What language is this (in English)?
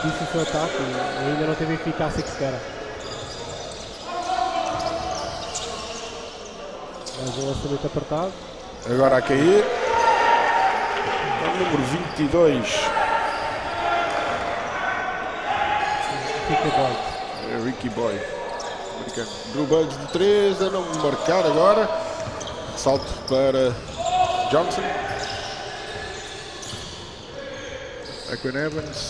Portuguese